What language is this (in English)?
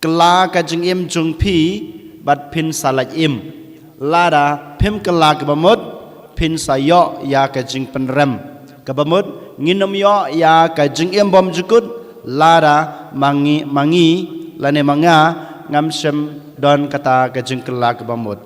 Khasi